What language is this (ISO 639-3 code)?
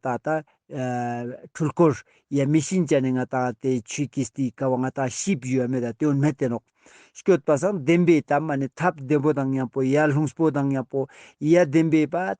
lbj